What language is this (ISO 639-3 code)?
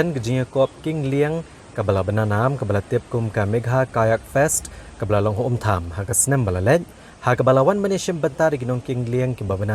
kha